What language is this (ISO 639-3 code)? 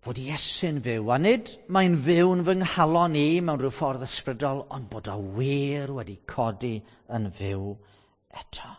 cym